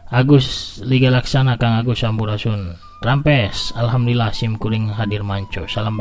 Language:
Sundanese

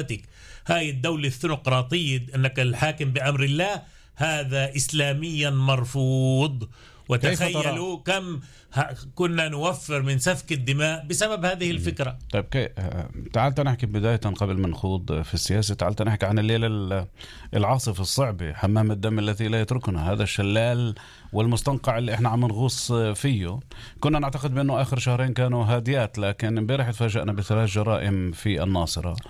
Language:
North Levantine Arabic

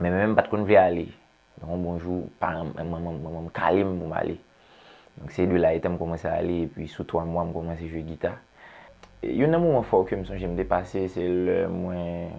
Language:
Haitian Creole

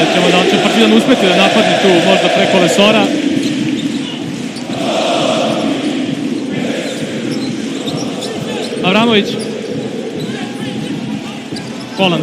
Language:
Serbian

